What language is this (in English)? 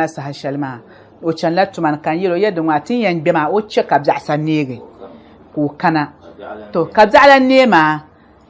Dagbani